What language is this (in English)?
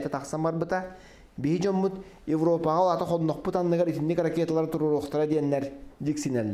Yakut